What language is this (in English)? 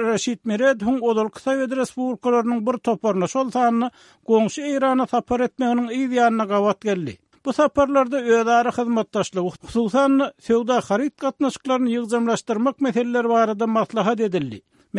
Turkmen